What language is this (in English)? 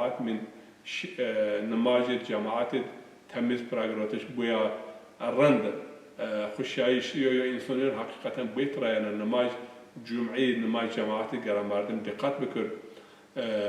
Zaza